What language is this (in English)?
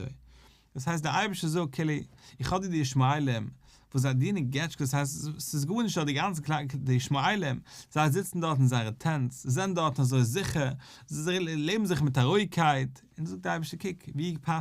Yiddish